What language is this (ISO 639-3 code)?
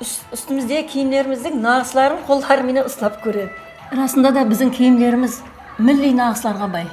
kaa